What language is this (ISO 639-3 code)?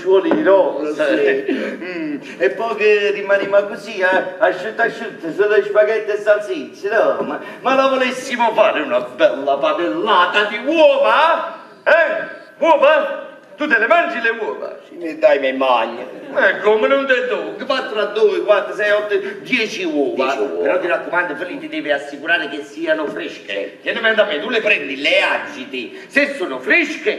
nap